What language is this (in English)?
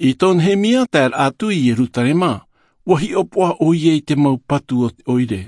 Tahitian